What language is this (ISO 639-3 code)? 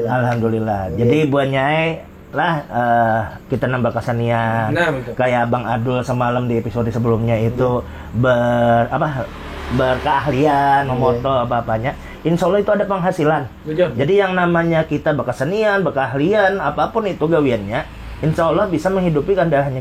bjn